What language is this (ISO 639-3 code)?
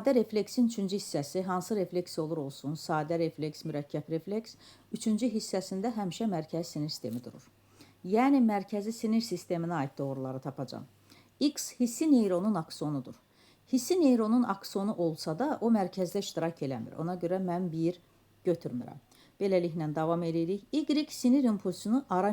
aze